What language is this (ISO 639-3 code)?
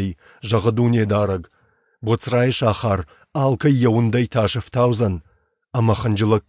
oss